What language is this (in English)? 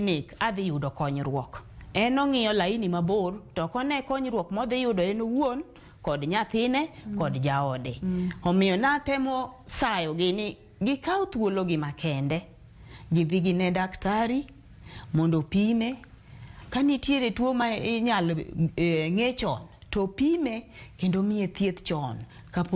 Luo (Kenya and Tanzania)